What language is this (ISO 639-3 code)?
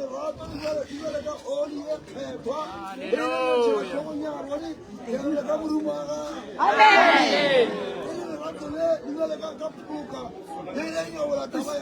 nso